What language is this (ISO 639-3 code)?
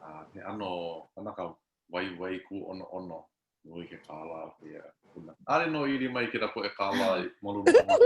haw